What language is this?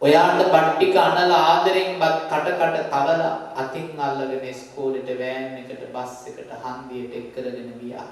Sinhala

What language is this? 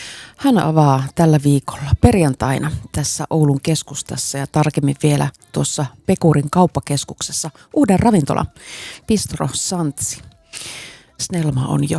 Finnish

